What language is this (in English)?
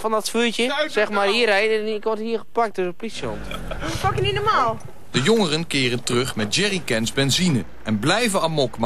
Dutch